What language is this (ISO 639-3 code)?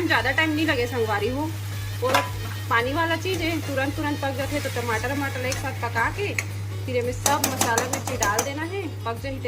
hne